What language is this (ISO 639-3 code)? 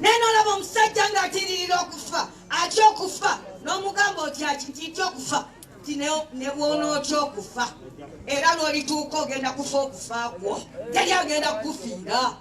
lug